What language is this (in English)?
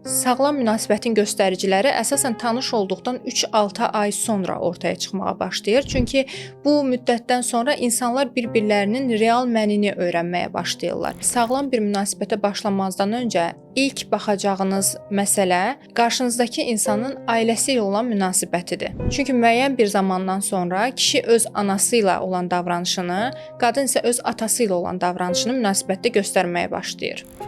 Azerbaijani